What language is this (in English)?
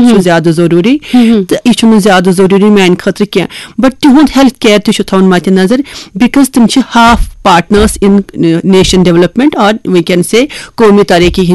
Kashmiri